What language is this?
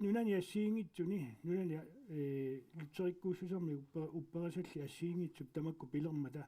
Kalaallisut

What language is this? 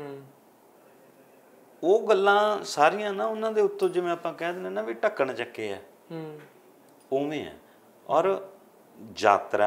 Punjabi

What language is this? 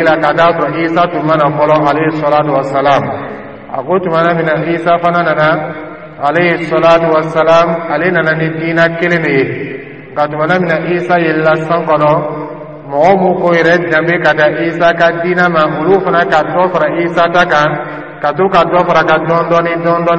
Dyula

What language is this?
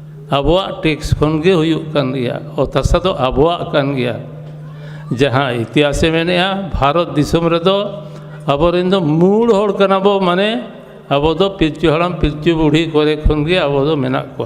Santali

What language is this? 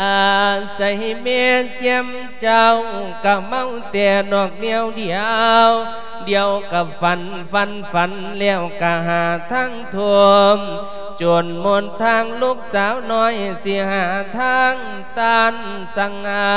Lao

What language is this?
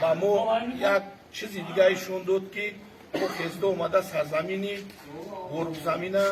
Tajik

